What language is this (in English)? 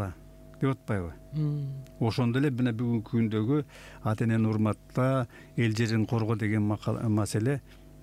Kyrgyz